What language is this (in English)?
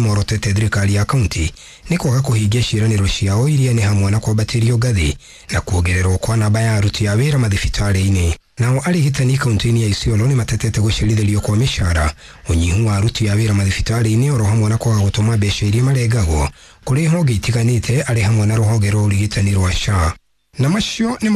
Kikuyu